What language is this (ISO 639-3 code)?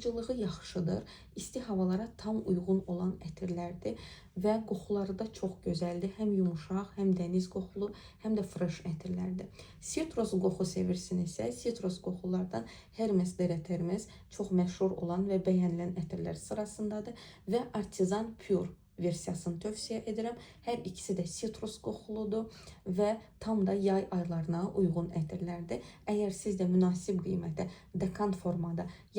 aze